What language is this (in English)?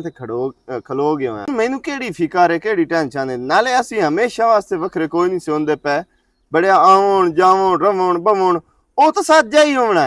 Western Panjabi